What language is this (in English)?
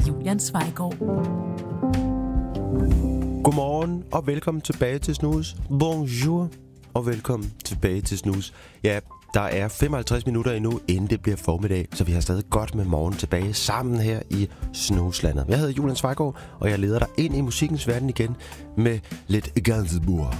Danish